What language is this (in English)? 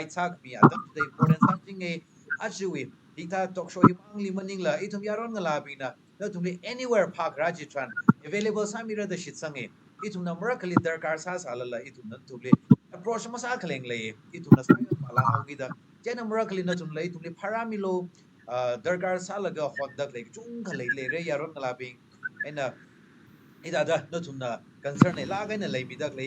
Tangkhul Naga (India)